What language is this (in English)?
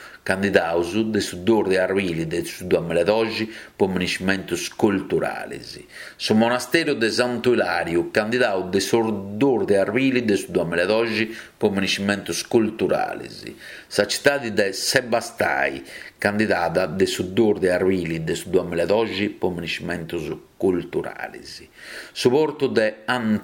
Sardinian